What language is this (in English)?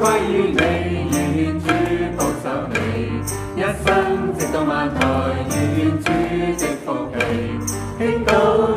Cantonese